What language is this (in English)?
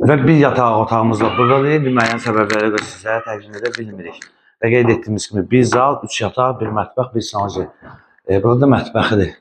Azerbaijani